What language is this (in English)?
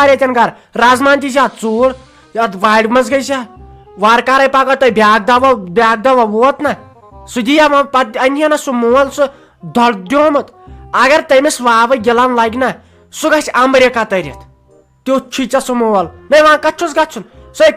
Kashmiri